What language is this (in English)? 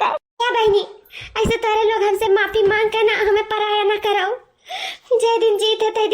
Awadhi